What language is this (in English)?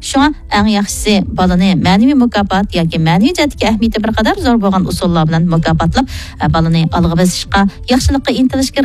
Uyghur